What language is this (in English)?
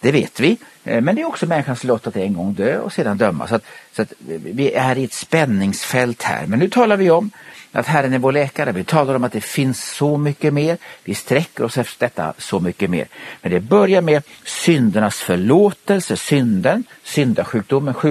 Swedish